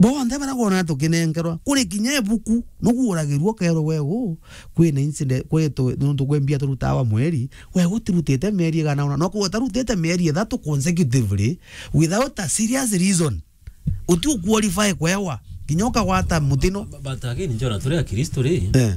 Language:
Meru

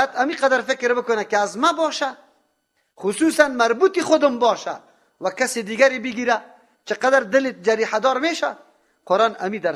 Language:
Persian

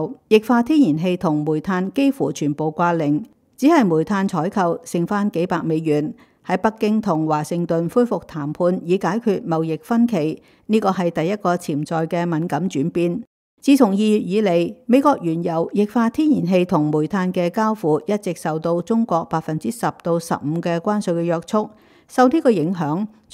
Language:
Cantonese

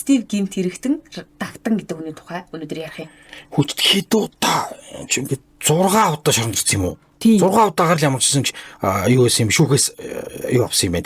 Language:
Mongolian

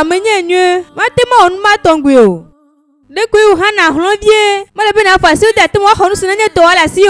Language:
Ewe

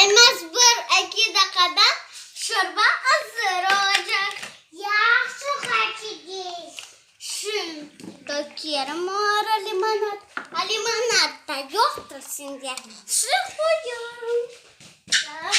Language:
Crimean Tatar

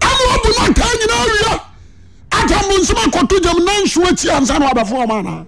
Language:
Akan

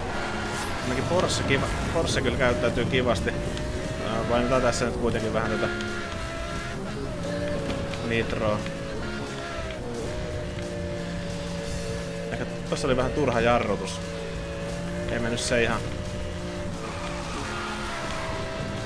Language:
Finnish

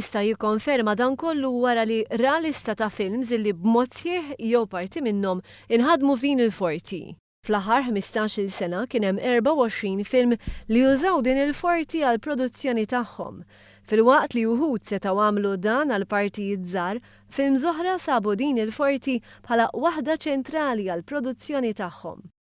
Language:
Maltese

